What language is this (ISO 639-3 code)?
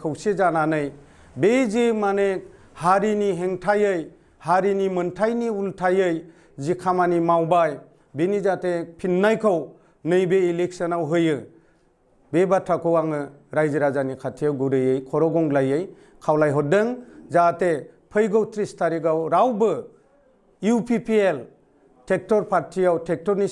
brx